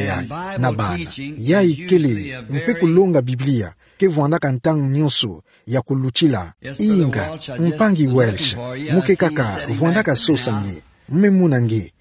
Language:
Kituba (Democratic Republic of Congo)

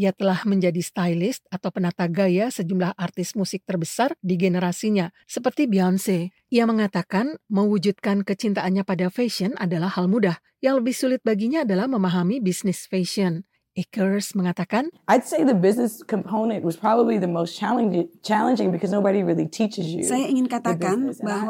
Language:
Indonesian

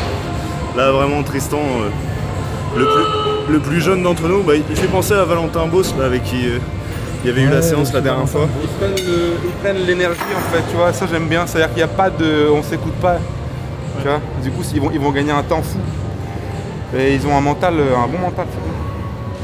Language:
French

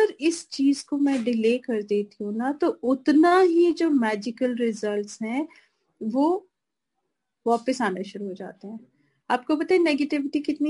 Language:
Hindi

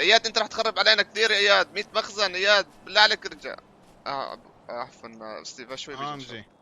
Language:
North Levantine Arabic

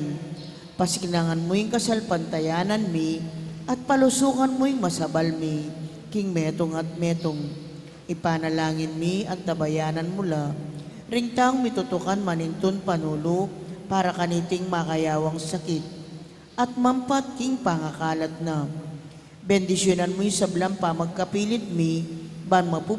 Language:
Pampanga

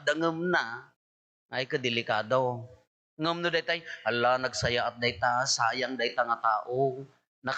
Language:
Iloko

